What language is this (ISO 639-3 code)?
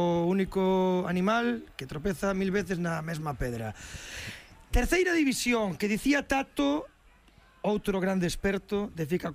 glg